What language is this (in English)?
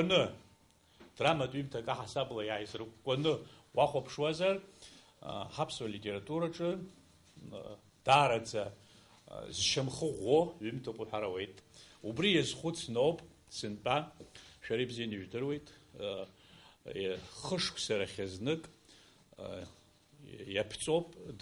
Abkhazian